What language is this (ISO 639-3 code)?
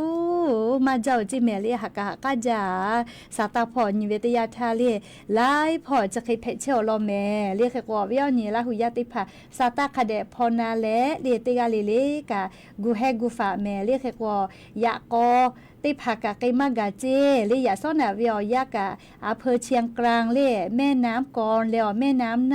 lhu